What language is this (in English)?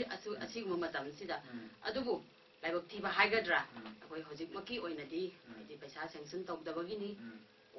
Manipuri